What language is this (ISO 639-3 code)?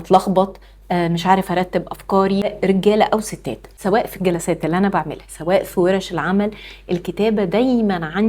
arz